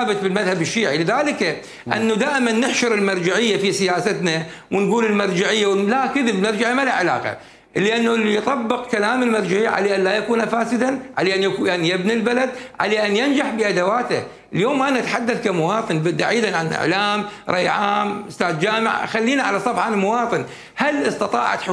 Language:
Mesopotamian Arabic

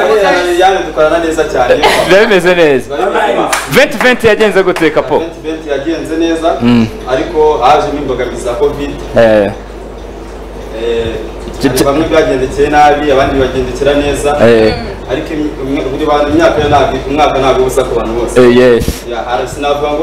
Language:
Kinyarwanda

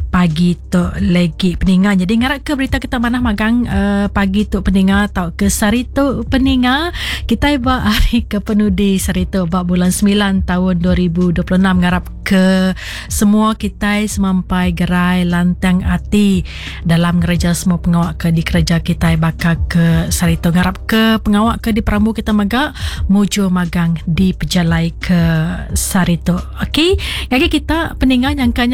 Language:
Iban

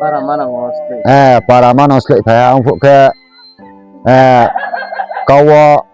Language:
Riang (India)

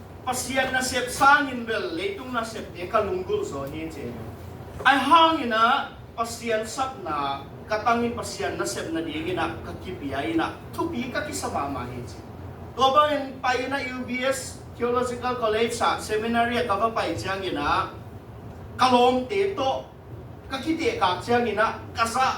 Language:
Tedim Chin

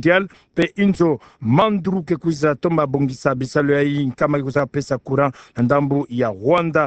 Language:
Kituba (Democratic Republic of Congo)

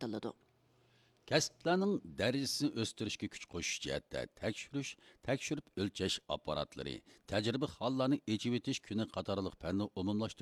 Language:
Uyghur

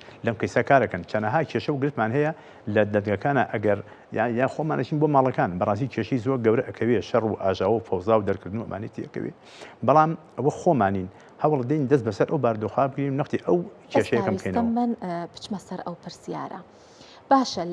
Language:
Central Kurdish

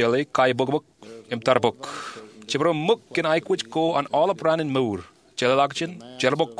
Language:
Marshallese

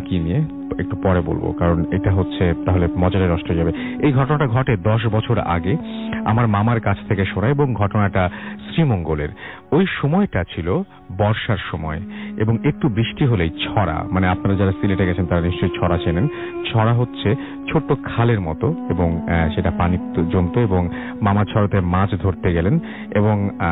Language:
Bangla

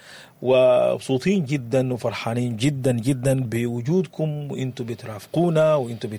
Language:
Sudanese Arabic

